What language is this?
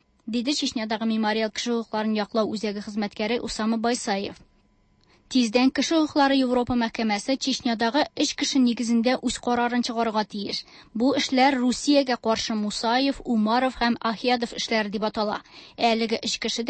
Tatar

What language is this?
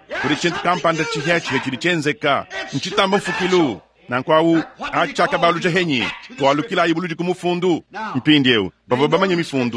Luba-Lulua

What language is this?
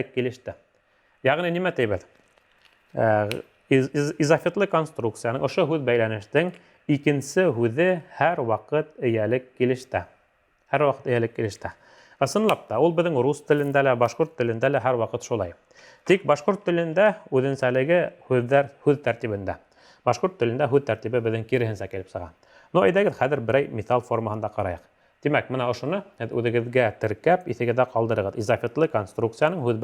Bashkir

